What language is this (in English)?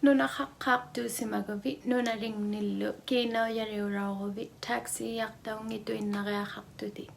Inuktitut